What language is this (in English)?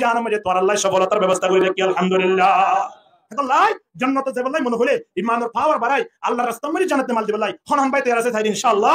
Rohingya